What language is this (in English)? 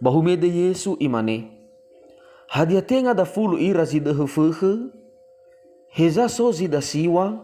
Nias